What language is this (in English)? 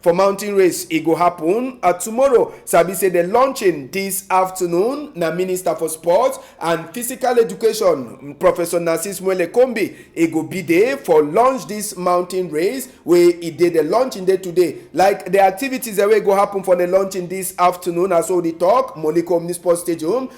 Cameroon Pidgin